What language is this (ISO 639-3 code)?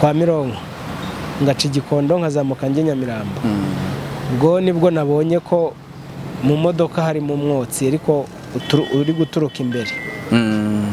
kin